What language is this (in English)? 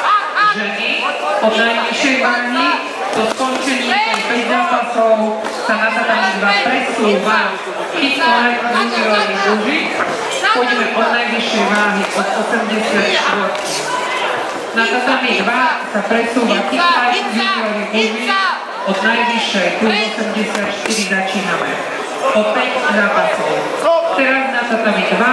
Slovak